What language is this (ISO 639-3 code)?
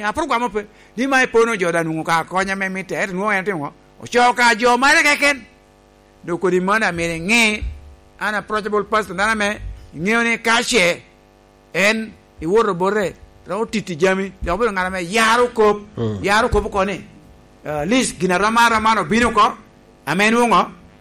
laj